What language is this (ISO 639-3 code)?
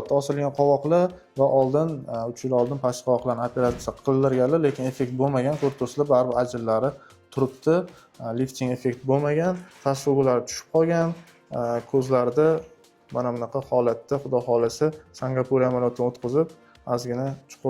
uzb